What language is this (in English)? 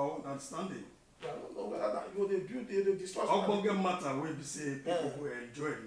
Nigerian Pidgin